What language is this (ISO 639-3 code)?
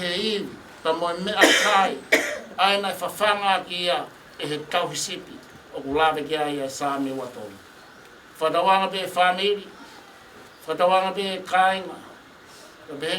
ton